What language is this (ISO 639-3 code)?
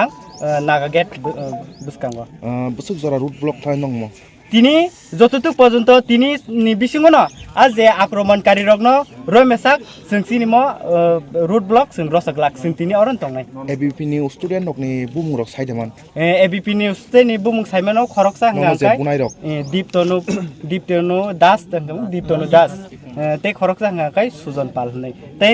ria